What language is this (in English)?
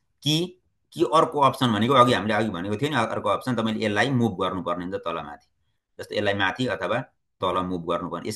Nepali